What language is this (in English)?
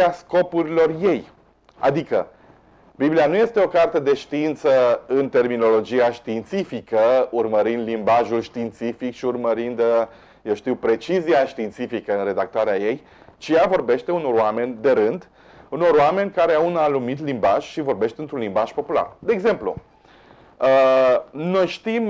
Romanian